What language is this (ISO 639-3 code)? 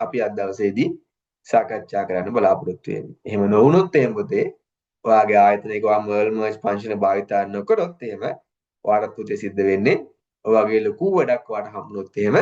sin